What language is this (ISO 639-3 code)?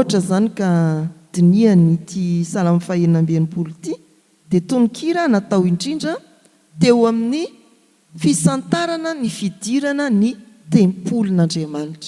mlg